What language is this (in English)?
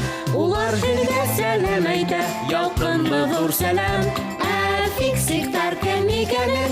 Bashkir